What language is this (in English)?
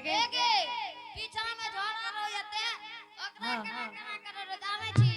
Angika